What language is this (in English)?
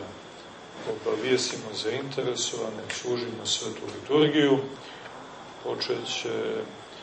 Serbian